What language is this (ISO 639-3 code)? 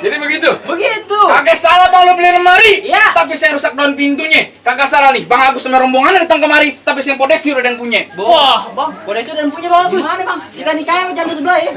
bew